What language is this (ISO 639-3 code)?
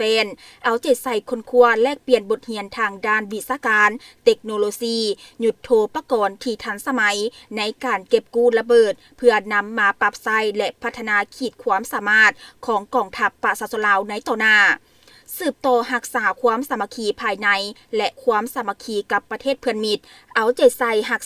lao